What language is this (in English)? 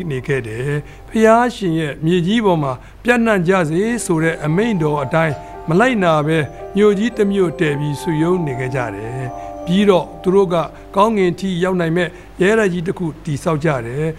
Burmese